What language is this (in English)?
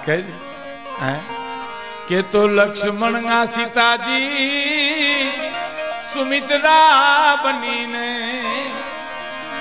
Gujarati